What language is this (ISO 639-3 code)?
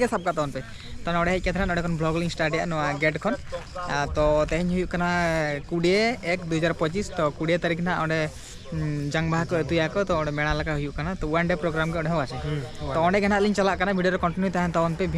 sat